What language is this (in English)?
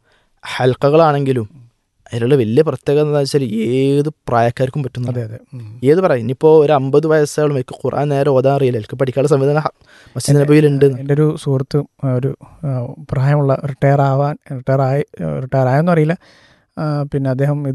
Malayalam